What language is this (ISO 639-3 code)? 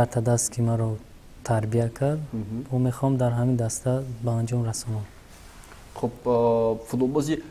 tgk